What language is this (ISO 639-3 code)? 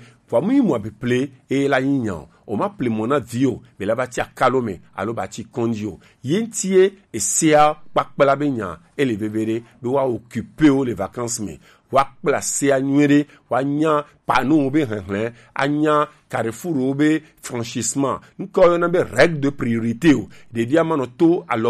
gej